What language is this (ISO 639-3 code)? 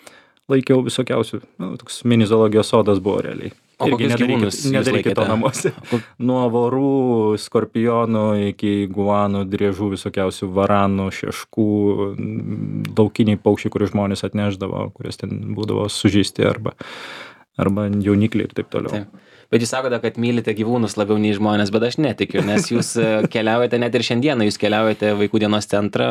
lit